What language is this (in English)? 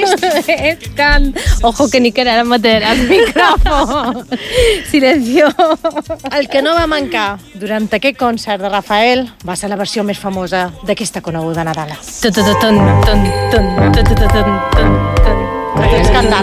Catalan